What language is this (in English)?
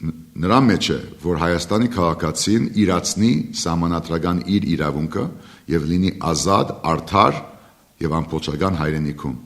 Western Armenian